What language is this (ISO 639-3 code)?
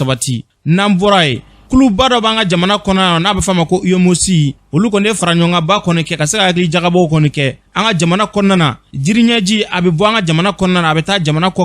bam